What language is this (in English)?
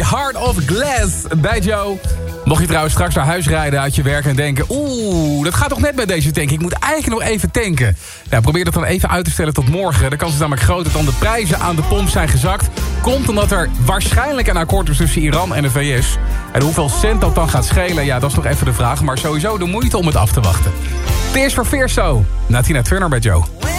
Dutch